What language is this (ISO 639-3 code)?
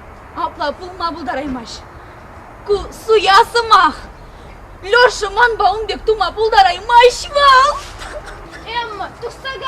chv